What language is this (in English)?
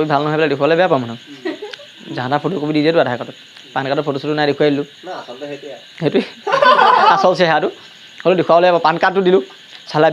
Assamese